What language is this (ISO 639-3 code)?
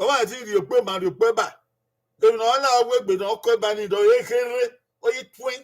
bin